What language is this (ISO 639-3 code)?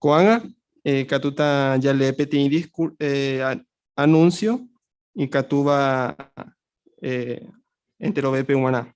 grn